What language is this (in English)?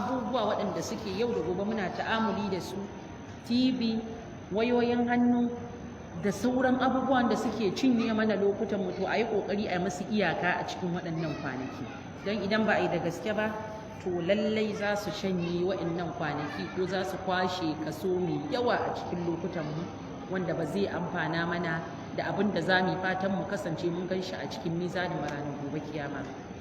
Hausa